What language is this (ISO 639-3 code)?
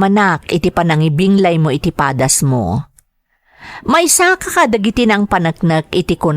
ilo